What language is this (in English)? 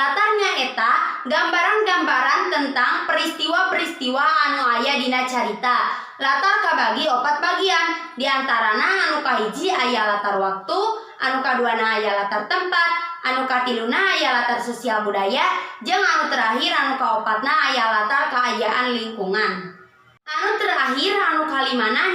Sundanese